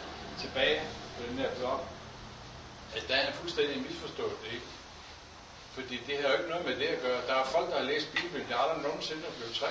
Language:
Danish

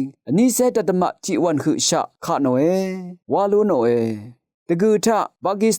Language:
Rawang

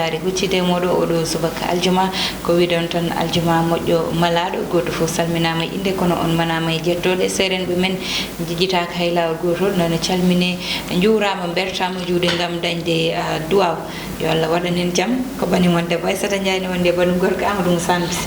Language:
Fula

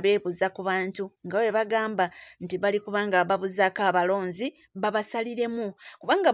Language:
Ganda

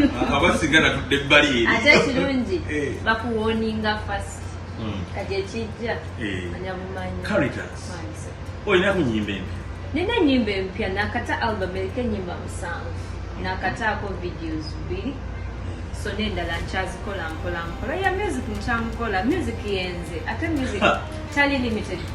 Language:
Ganda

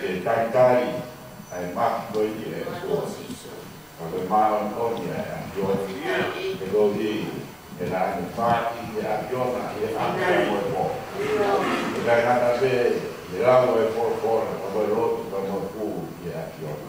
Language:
Tongan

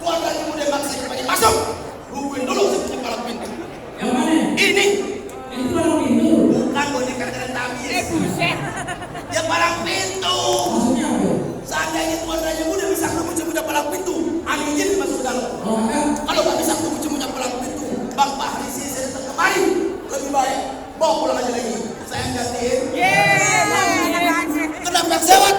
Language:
Betawi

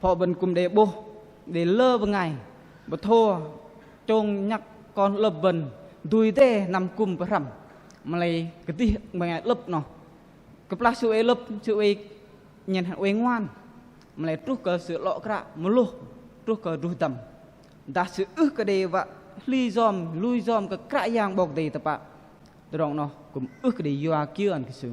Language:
Bahnar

